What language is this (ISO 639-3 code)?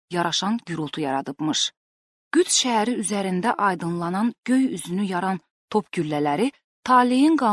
aze